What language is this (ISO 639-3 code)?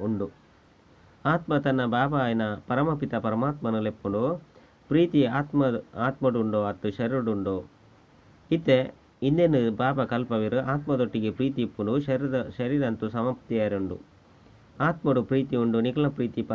tcy